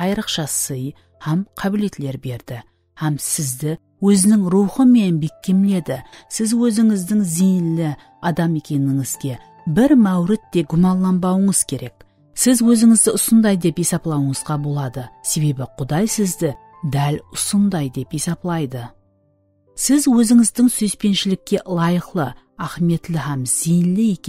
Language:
Kara-Kalpak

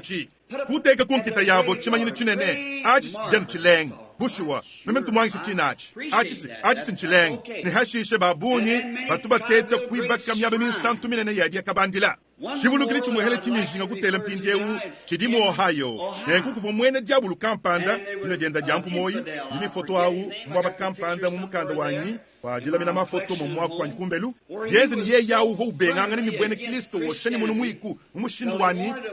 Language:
Luba-Lulua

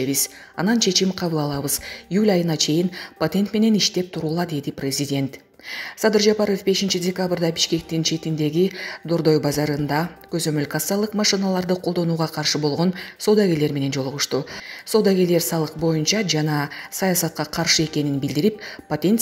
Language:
Kyrgyz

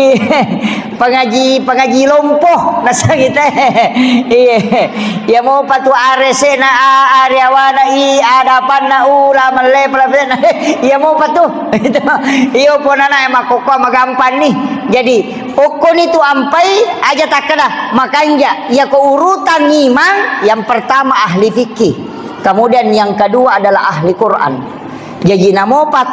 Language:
Buginese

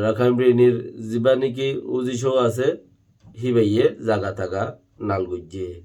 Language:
Rohingya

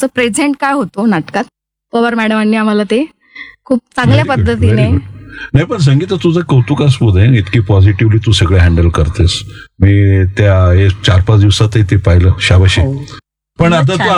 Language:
Marathi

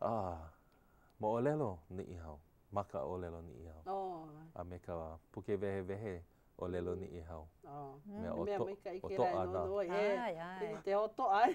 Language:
Hawaiian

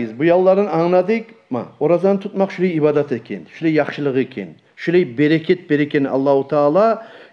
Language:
Kumyk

